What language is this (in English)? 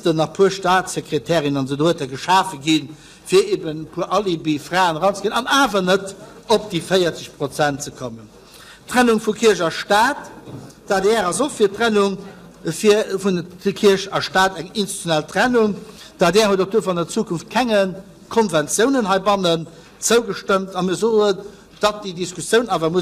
Luxembourgish